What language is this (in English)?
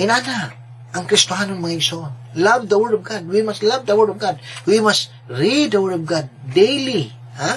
Cebuano